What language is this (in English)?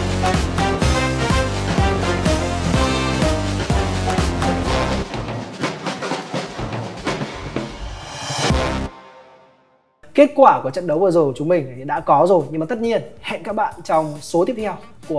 Vietnamese